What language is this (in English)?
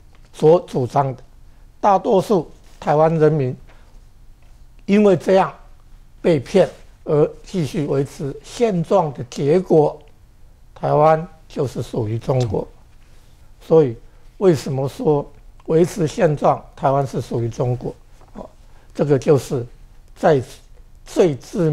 Chinese